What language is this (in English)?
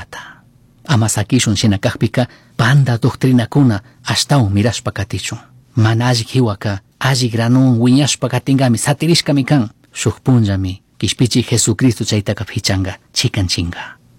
Chimborazo Highland Quichua